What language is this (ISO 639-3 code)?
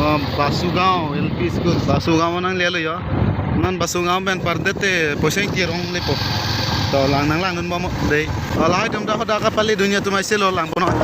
mjw